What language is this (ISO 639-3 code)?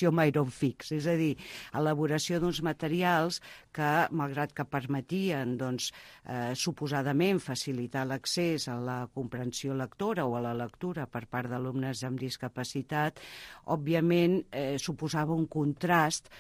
cat